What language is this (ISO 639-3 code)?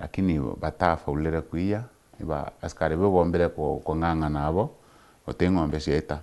mer